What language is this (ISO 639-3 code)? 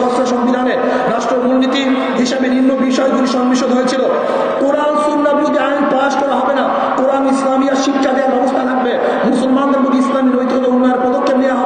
ben